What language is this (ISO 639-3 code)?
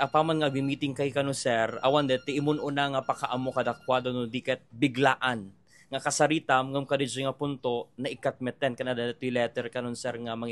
ilo